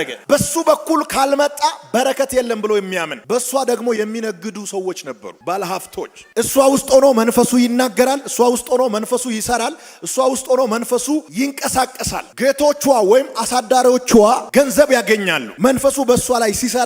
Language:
Amharic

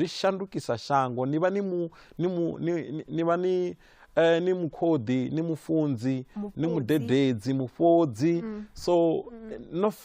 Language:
Venda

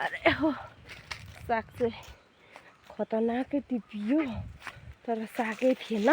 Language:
Nepali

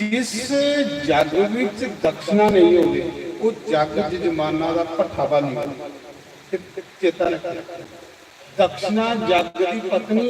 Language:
Dogri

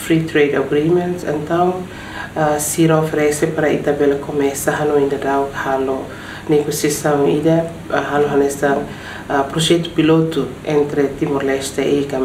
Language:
Tetum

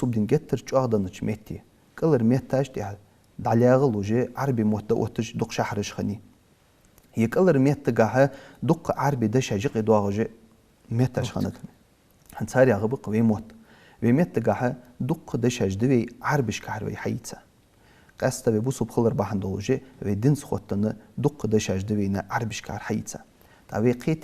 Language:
Ingush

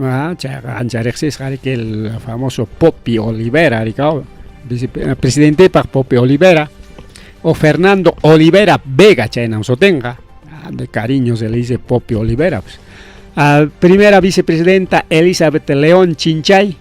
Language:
Ayacucho Quechua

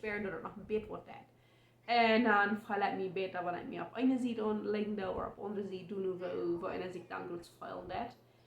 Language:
Plautdietsch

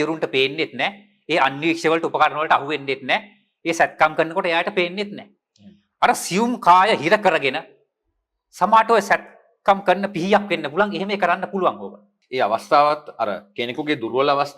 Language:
Sinhala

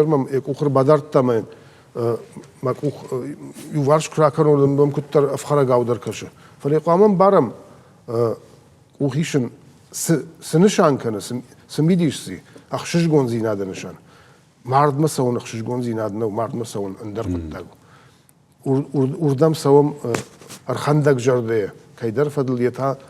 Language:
Ossetic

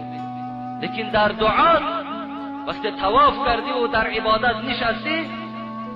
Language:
Tajik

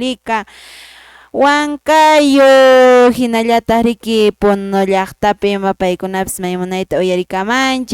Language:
Quechua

